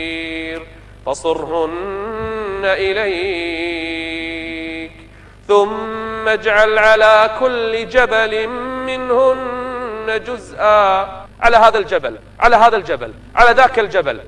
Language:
Arabic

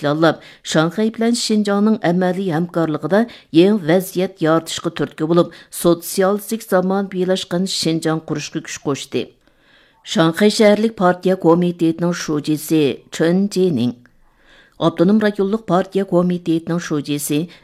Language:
Uyghur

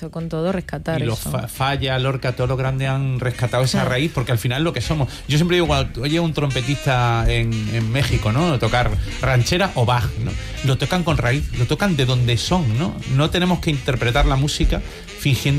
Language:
Spanish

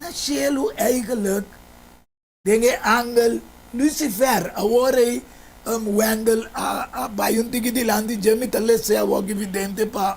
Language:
Papiamento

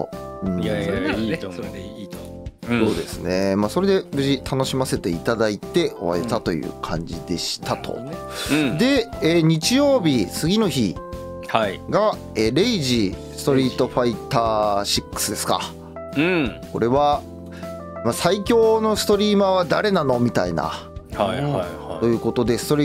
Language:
Japanese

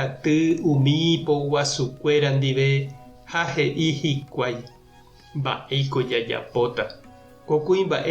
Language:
Guarani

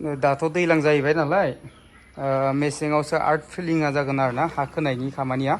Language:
Bodo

